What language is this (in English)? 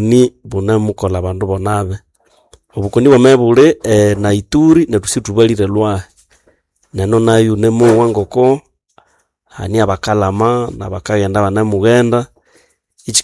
Nande